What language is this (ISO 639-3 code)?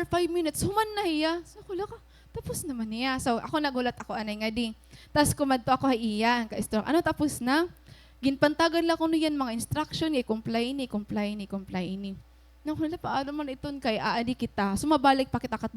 war